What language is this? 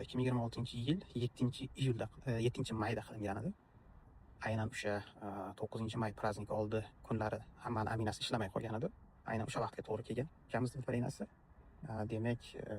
Uzbek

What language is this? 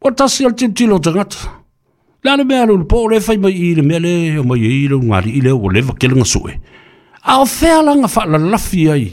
Samoan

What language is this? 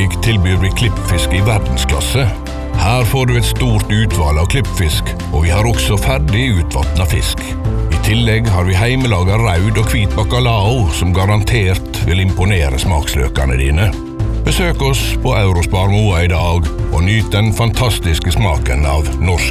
Norwegian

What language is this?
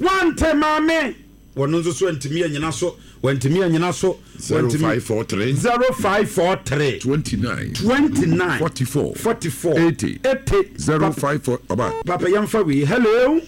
Akan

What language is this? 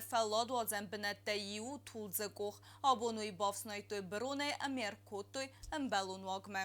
Ossetic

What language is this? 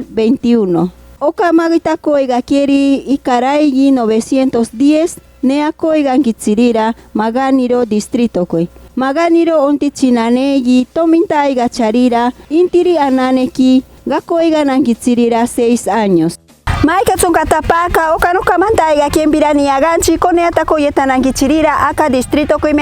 Machiguenga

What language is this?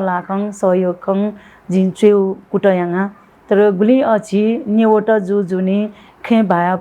Newari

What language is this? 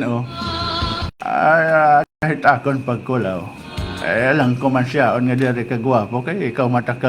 Waray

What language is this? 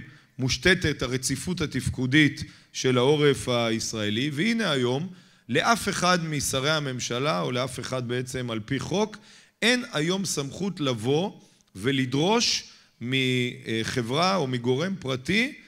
Hebrew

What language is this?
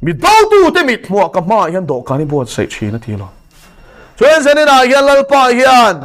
Mizo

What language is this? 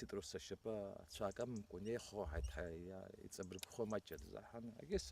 Abkhazian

